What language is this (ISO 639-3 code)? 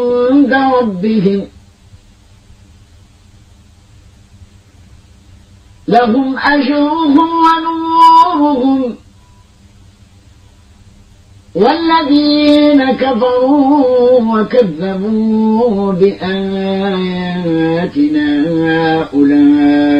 aeb